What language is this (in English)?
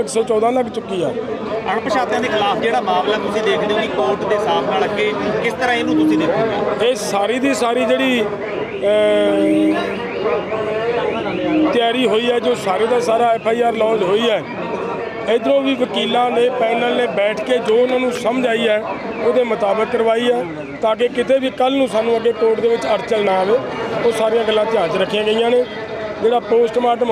Punjabi